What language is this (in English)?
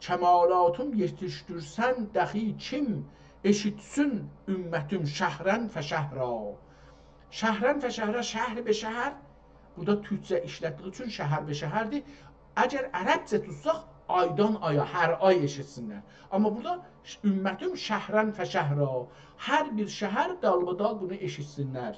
South Azerbaijani